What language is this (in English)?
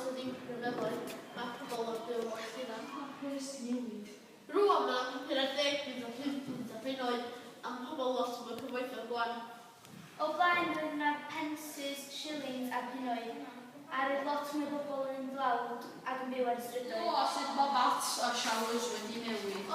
Welsh